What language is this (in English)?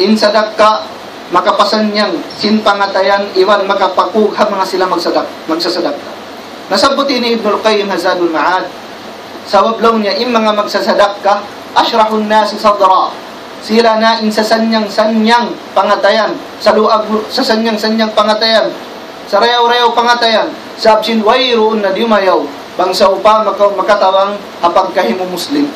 Tausug